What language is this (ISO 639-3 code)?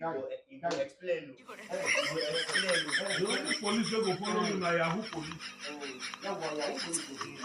pcm